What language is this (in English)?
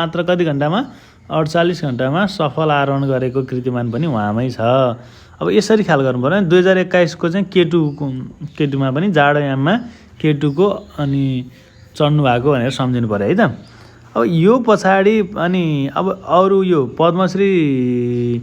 Nepali